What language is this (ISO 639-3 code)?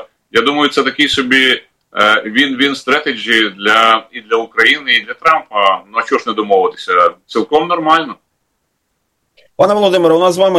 ukr